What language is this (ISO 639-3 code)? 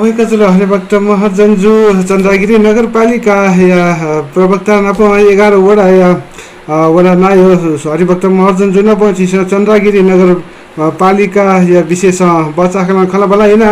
new